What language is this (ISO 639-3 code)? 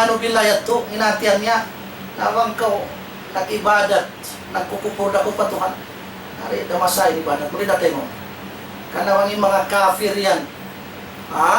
tsg